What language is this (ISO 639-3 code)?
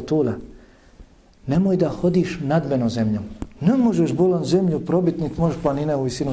bos